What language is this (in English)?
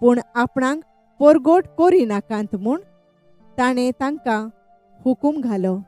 Konkani